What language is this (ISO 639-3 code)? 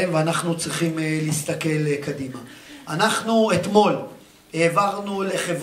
heb